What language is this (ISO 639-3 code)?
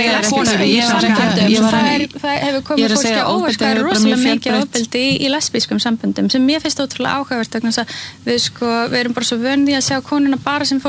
isl